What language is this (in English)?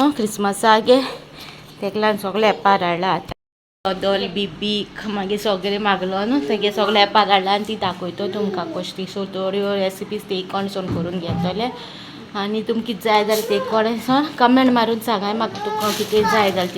Konkani